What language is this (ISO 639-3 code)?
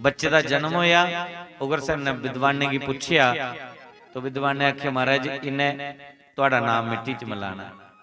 doi